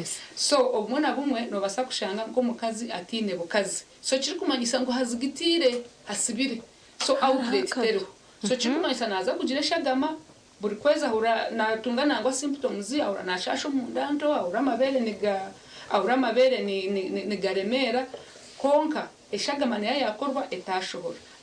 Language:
Nyankole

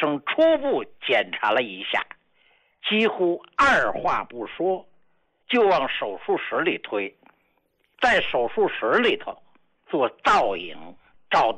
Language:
Chinese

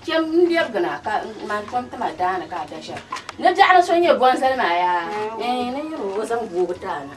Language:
Dagbani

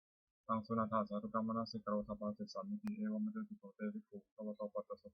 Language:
Pali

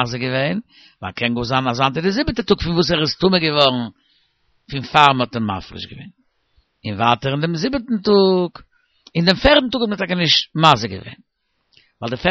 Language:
Yiddish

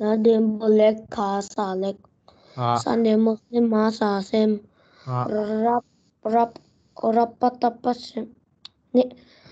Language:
Tibetan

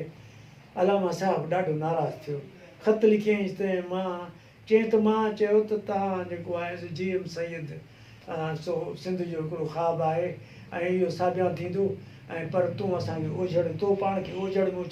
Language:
Sindhi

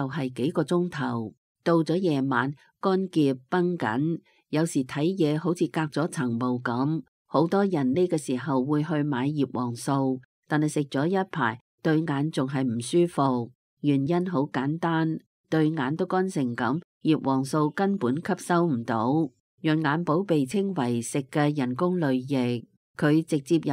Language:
Cantonese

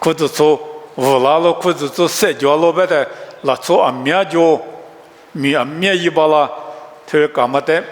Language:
Lisu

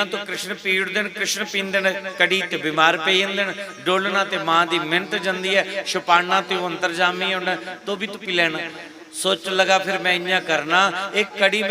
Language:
Dogri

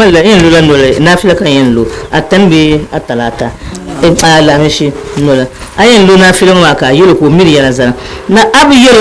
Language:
Dagbani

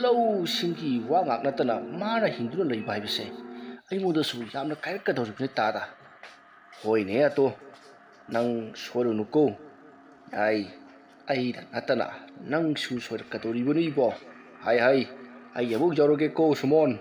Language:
Manipuri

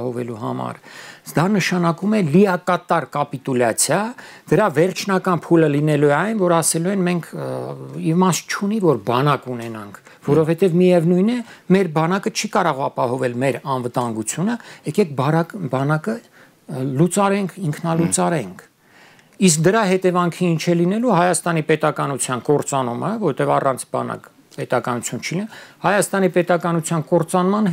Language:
Armenian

